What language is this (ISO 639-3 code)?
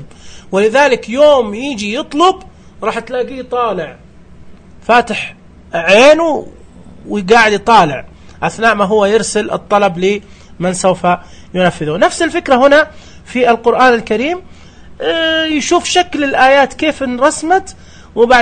ars